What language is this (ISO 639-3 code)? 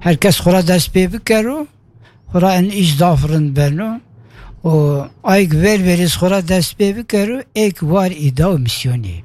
kur